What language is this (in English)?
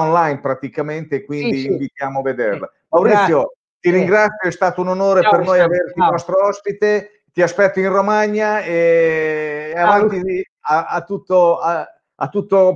Italian